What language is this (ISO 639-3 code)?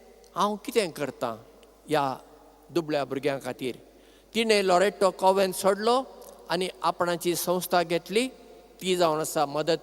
kok